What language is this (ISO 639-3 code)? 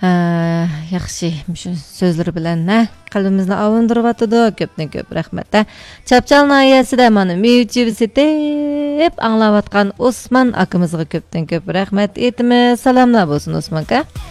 uig